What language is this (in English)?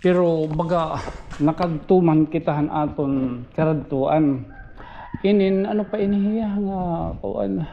Waray